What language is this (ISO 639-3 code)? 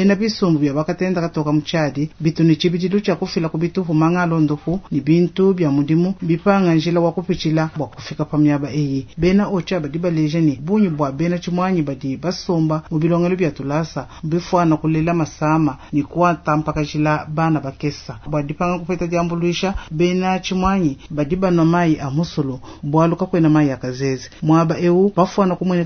lua